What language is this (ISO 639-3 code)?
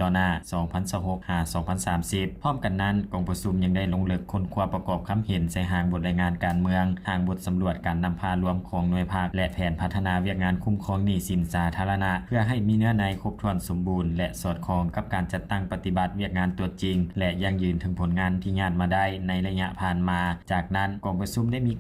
lao